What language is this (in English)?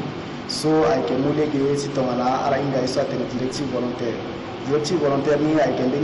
Sango